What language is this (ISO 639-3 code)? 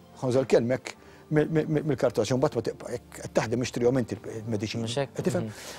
mlt